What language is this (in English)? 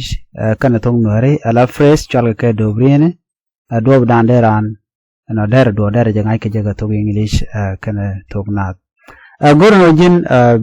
Nuer